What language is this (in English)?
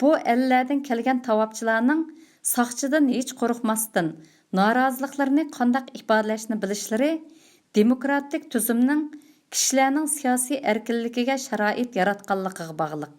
Uyghur